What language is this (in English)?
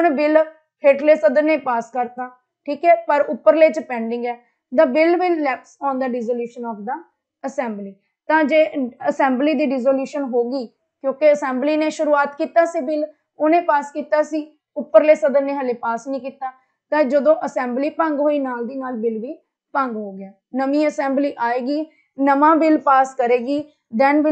Punjabi